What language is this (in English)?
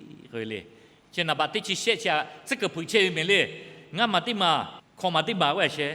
Lahu